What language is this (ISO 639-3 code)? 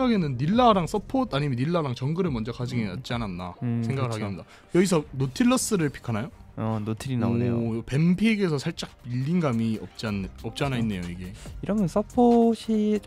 kor